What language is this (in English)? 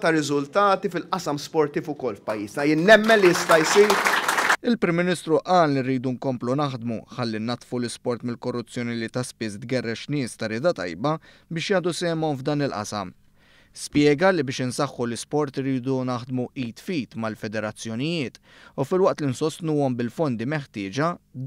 Maltese